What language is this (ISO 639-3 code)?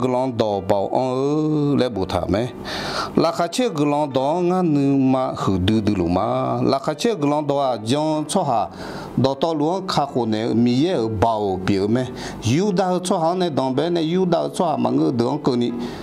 ahk